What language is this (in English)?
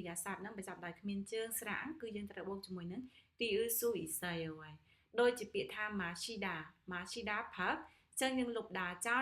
Khmer